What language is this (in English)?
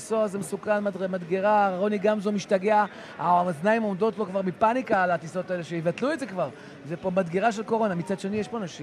Hebrew